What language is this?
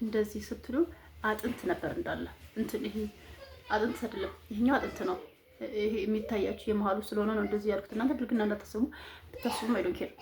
Amharic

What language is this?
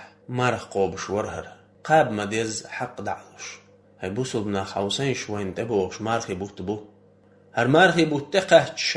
Chechen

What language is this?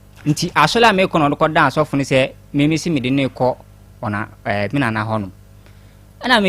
Akan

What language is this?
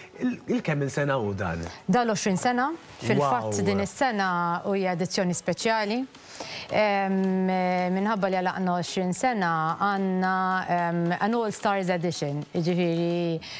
Maltese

